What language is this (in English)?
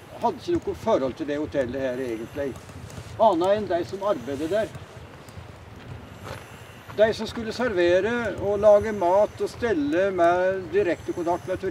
Norwegian